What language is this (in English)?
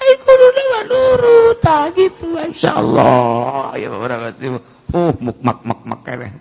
Sundanese